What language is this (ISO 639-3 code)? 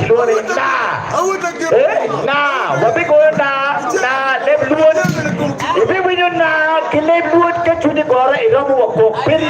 ach